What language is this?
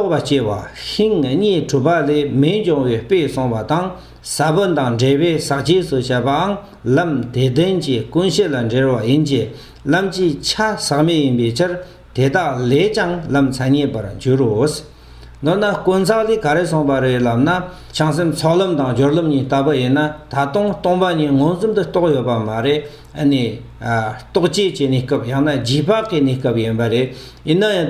Tibetan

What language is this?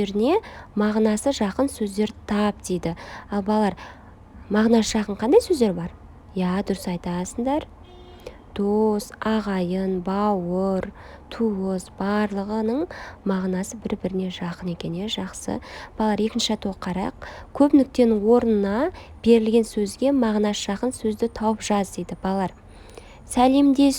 Kazakh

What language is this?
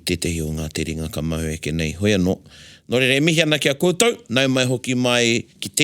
Māori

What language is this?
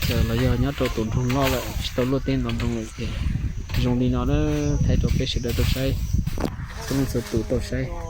Hmong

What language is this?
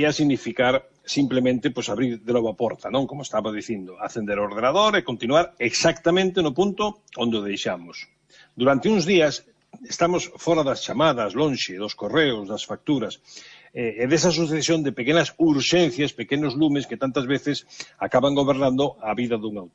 Galician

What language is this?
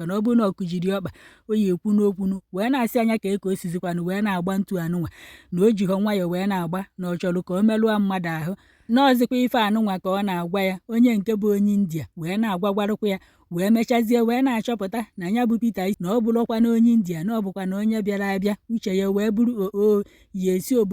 Igbo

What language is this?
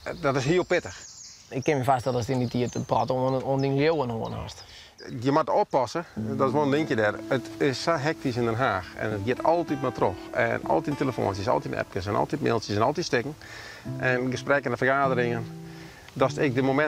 Western Frisian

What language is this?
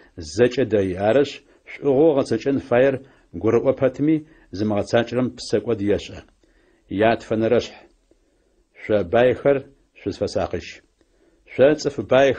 Adyghe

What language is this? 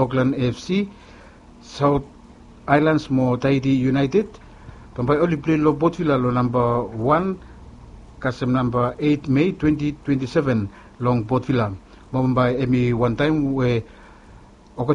Bislama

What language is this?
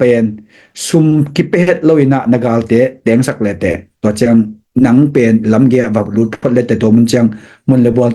Tedim Chin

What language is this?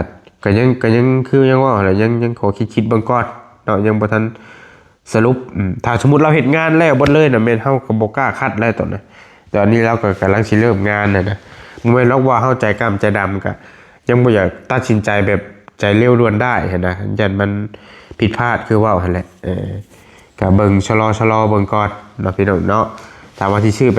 Northeastern Thai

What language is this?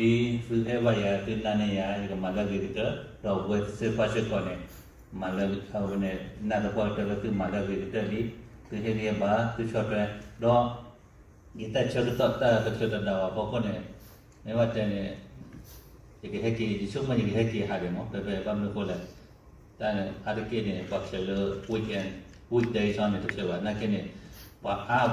S'gaw Karen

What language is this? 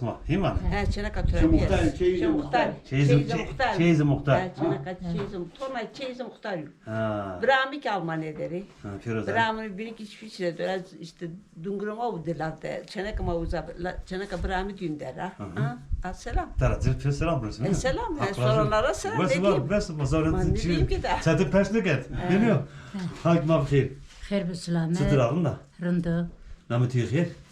Zaza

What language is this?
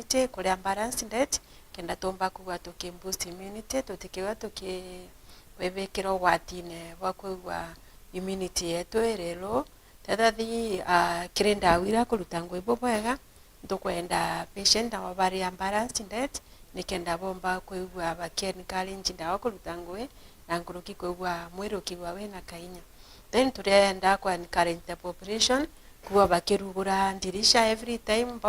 Meru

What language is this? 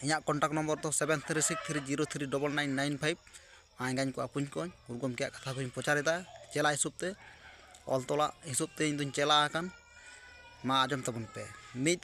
Santali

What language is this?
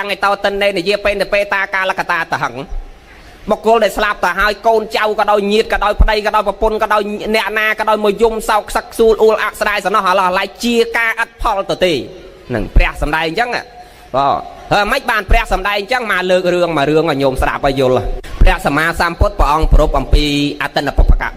Khmer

